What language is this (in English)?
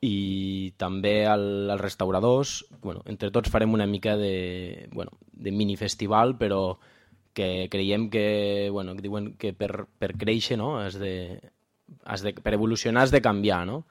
Catalan